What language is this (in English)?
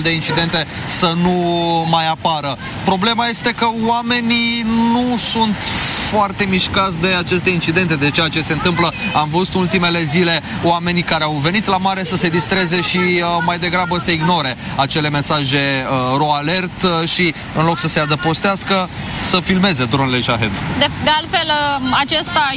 Romanian